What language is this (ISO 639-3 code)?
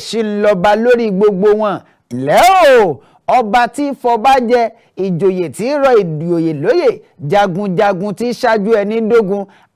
yor